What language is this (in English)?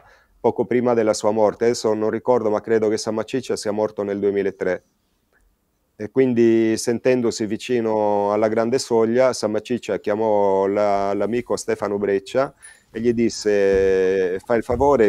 Italian